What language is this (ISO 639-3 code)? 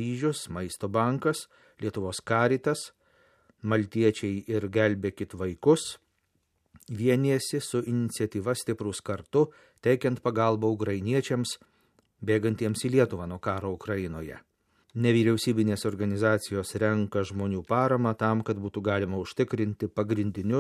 lit